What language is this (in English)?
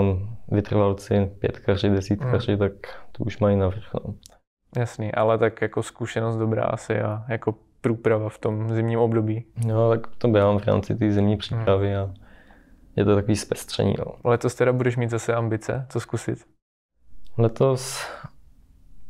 Czech